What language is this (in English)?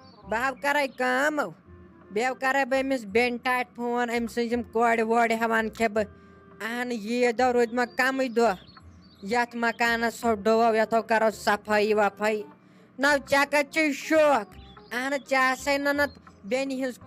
Kashmiri